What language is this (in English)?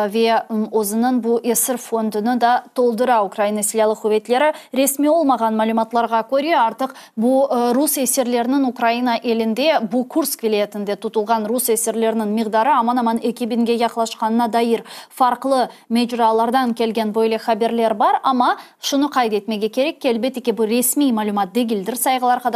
Crimean Tatar